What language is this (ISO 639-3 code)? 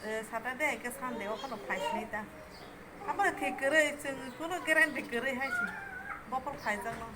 trp